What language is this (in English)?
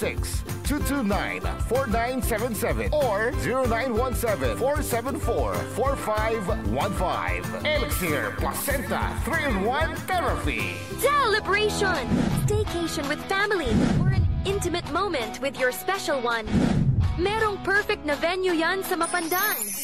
Pangasinan